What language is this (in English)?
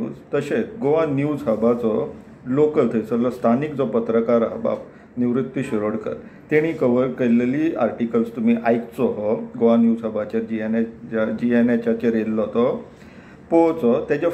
Konkani